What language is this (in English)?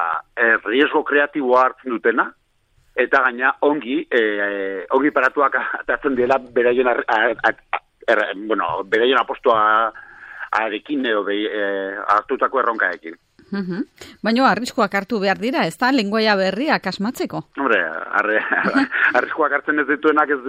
Basque